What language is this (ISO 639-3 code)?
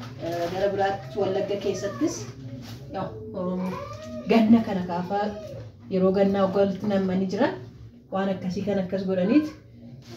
orm